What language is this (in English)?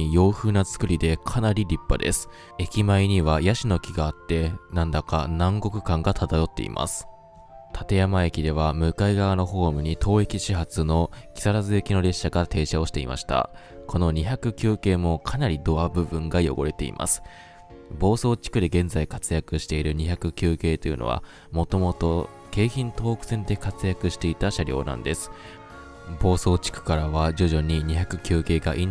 Japanese